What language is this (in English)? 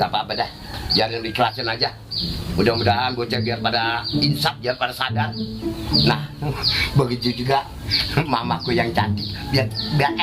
Betawi